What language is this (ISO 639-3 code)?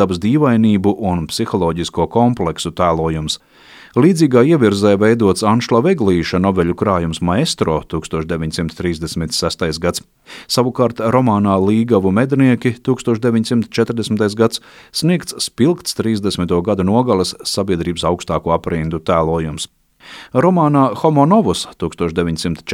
lav